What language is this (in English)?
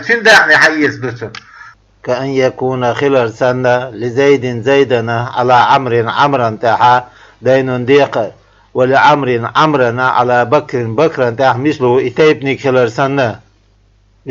Chechen